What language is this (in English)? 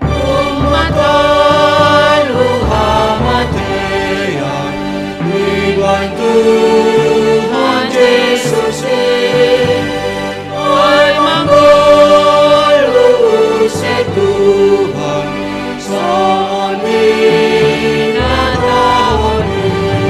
Batak Simalungun